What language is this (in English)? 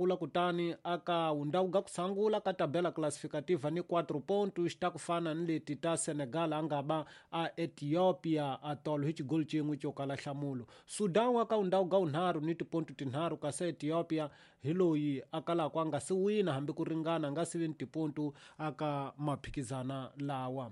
Tsonga